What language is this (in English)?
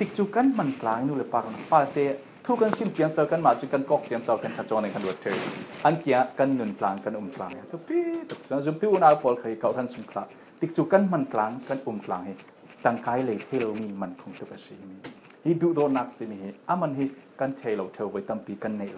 Falam Chin